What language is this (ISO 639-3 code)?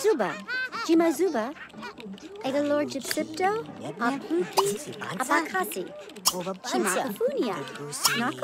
bar